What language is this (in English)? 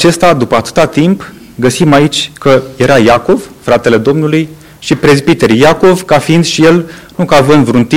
Romanian